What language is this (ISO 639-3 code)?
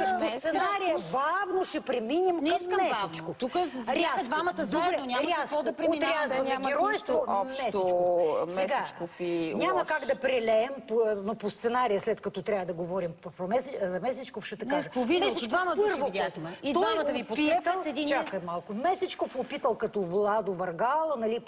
bul